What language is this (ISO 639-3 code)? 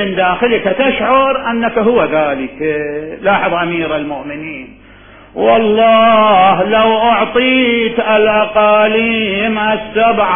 acm